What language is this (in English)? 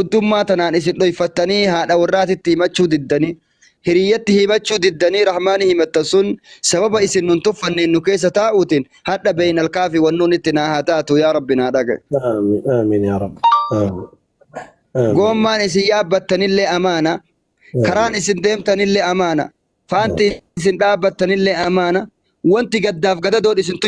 Oromo